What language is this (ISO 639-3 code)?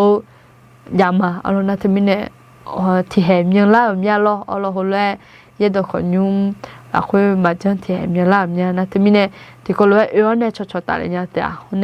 ahk